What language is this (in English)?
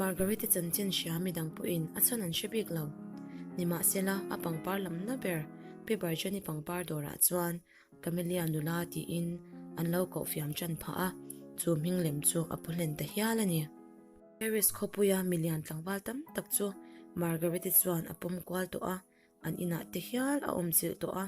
Mizo